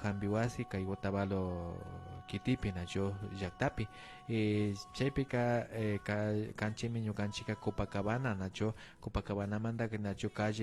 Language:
Imbabura Highland Quichua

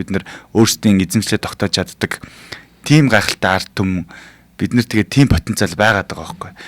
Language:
Mongolian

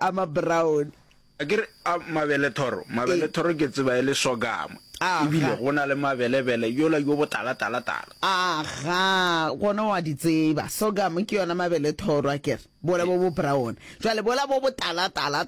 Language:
Northern Sotho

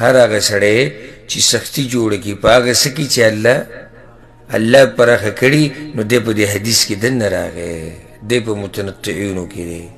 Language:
Pashto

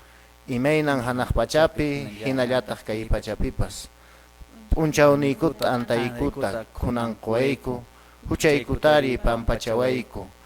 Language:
Quechua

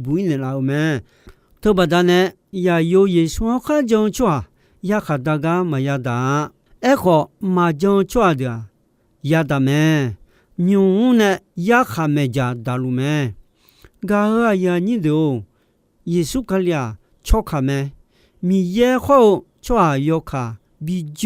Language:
Akha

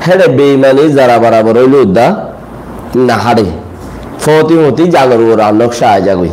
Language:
Rohingya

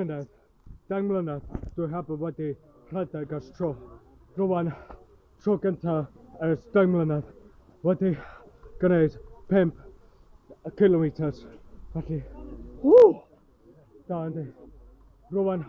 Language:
Welsh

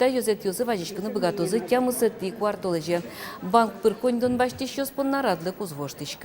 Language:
Udmurt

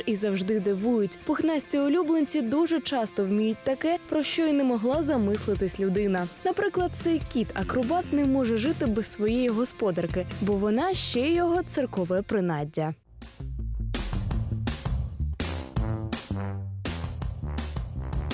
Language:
Ukrainian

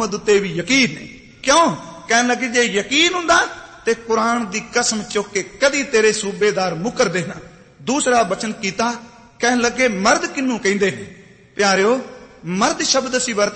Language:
Punjabi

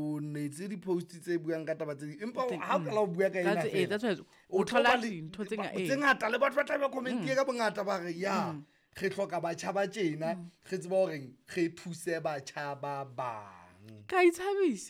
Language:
Southern Sotho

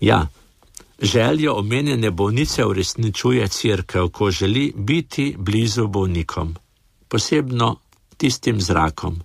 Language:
Slovenian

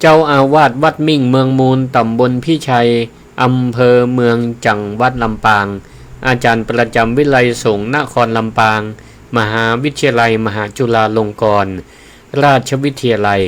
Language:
Northern Thai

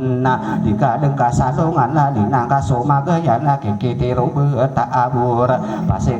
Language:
Maranao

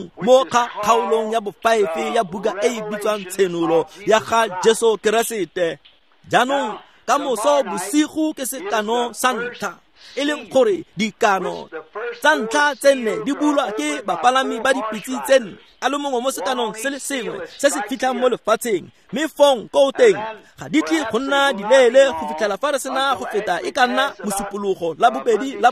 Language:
Tswana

